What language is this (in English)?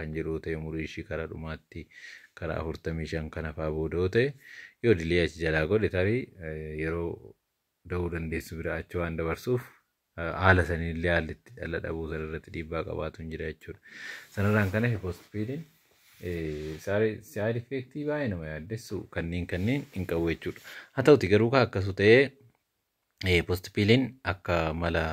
Oromo